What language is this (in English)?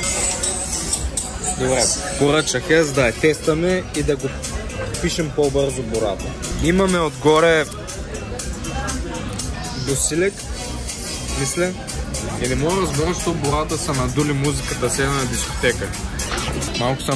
Bulgarian